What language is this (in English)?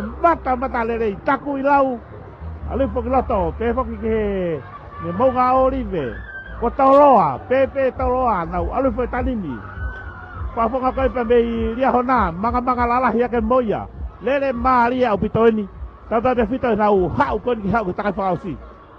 Tongan